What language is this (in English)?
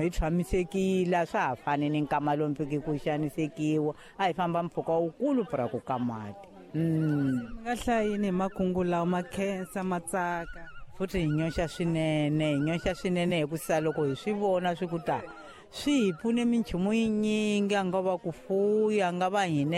Tsonga